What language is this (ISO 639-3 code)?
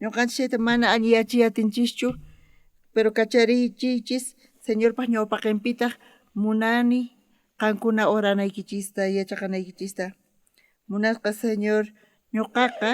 quh